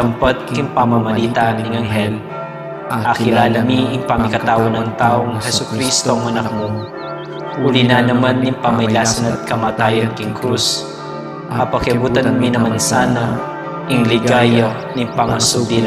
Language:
Pampanga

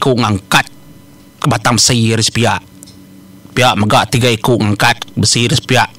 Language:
Iban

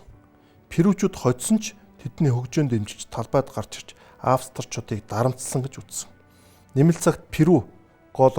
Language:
Mongolian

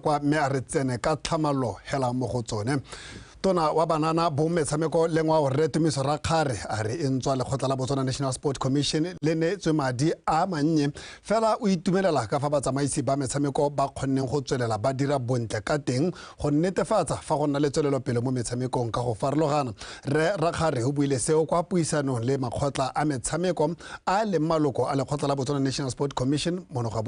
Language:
Tswana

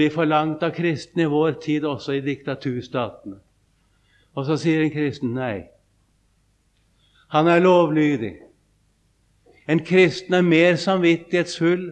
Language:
Norwegian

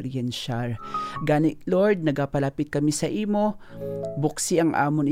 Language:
Hiligaynon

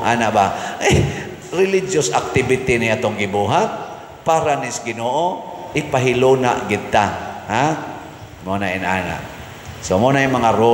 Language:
Cebuano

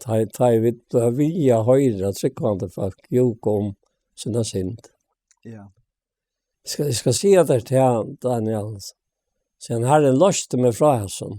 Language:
Faroese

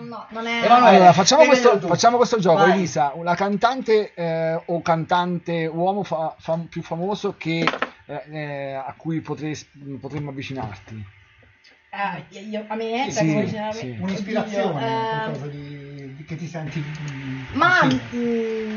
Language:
Italian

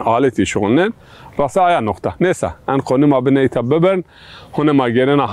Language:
Zaza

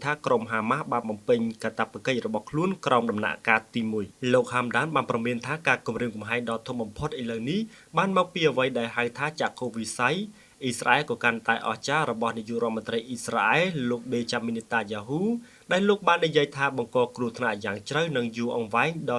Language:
Khmer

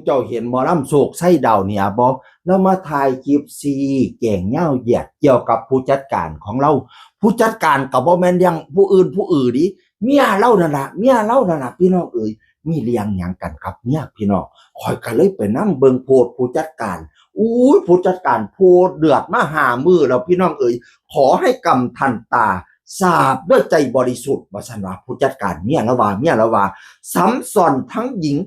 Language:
Northeastern Thai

